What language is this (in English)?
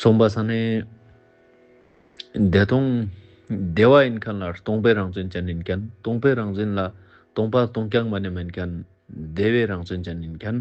Ladakhi